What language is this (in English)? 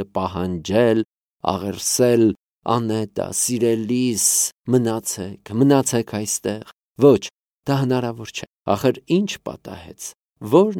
Armenian